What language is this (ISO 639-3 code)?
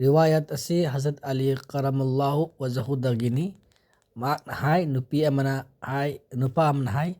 mni